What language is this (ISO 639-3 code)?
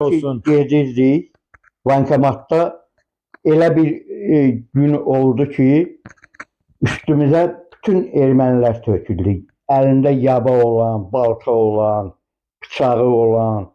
aze